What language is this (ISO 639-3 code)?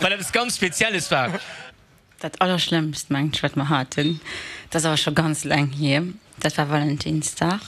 ltz